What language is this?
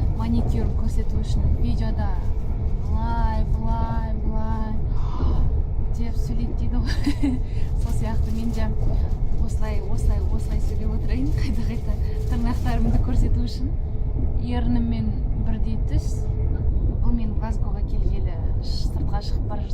Kazakh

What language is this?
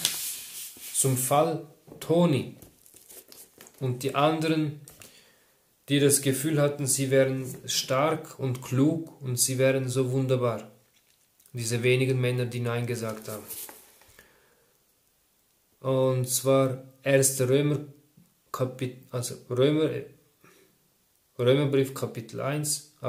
German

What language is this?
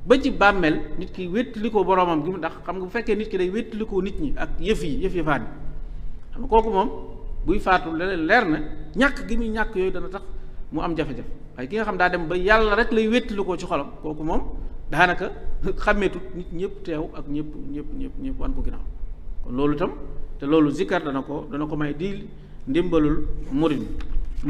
Wolof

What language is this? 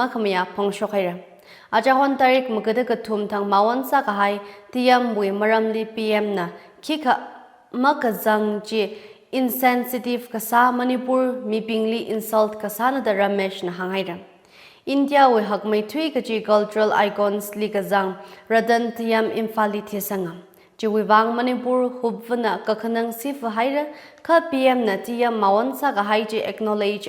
Tangkhul Naga (India)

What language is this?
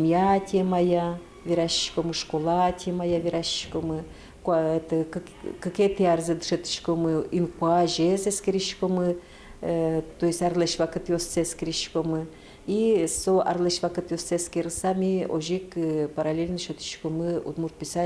Udmurt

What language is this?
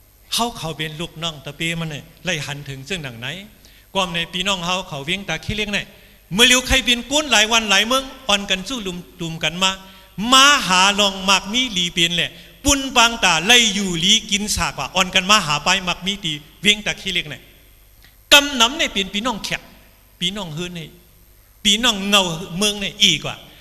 Shan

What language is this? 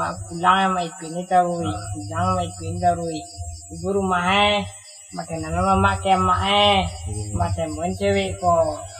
Minangkabau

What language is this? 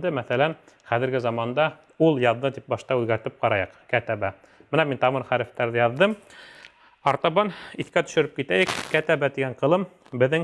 Bashkir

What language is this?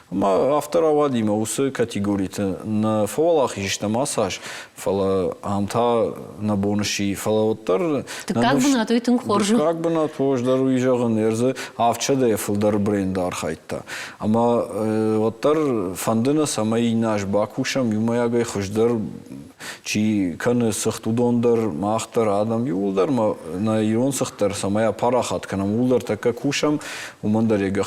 Ossetic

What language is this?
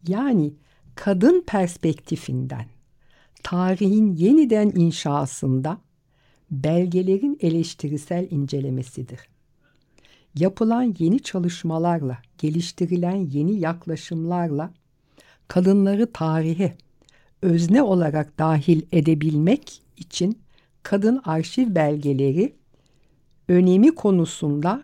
Turkish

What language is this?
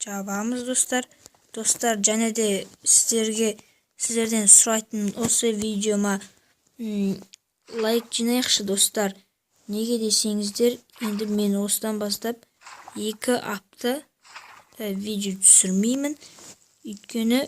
Kazakh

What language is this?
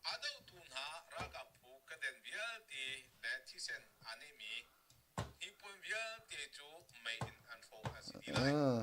Hakha Chin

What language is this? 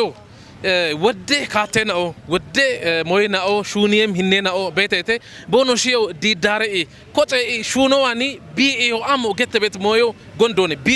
Kafa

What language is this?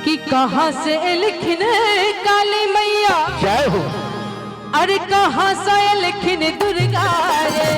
Maithili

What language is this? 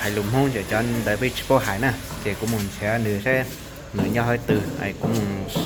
Hmong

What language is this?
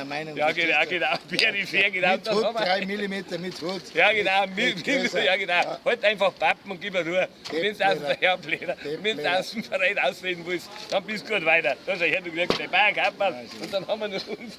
Bavarian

